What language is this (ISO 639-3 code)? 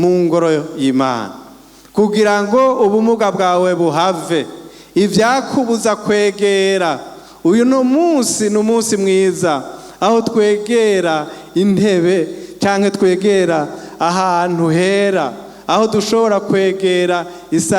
run